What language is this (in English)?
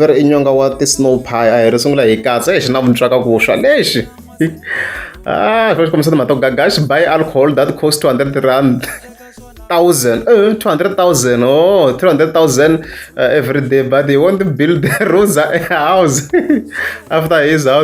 Tsonga